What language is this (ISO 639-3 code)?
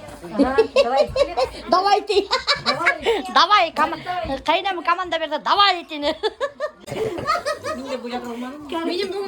bak